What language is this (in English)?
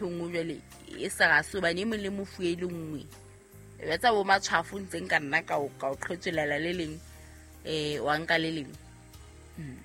Southern Sotho